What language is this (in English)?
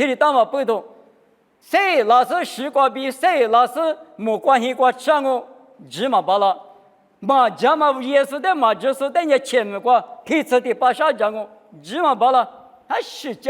Lisu